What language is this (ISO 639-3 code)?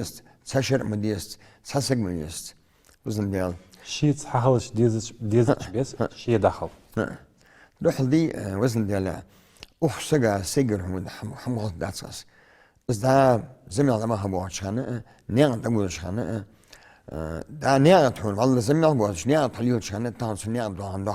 inh